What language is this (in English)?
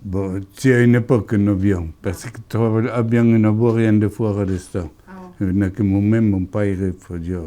Occitan